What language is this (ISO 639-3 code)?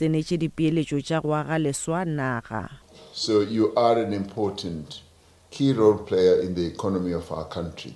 nso